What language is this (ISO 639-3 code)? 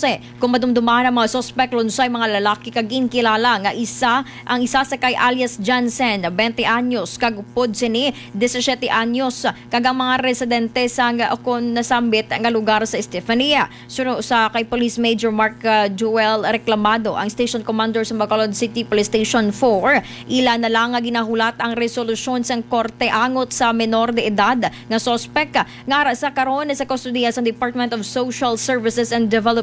hil